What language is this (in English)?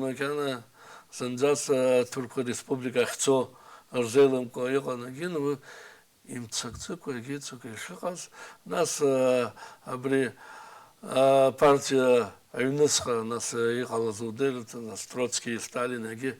Abkhazian